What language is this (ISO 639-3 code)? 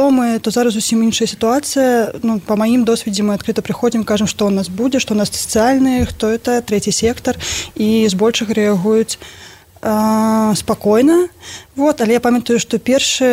bel